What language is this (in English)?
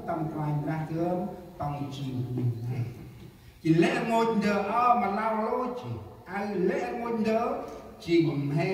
Central Mnong